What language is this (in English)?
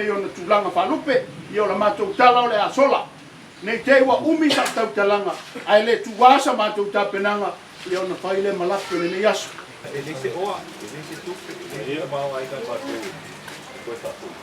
Samoan